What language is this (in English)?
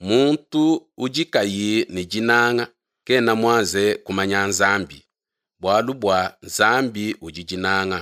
Luba-Lulua